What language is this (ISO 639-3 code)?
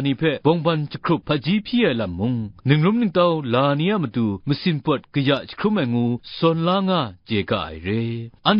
kac